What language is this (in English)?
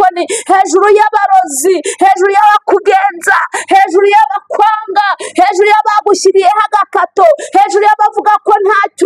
Kinyarwanda